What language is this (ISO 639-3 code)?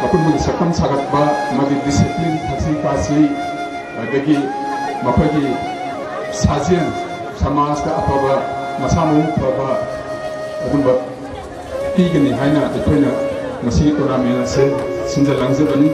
mni